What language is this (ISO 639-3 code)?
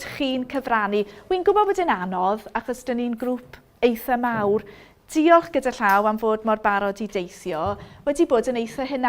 cym